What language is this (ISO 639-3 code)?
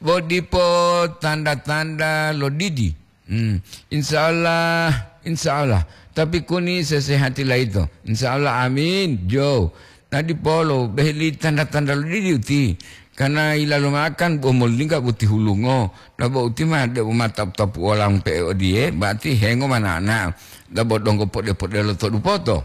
gor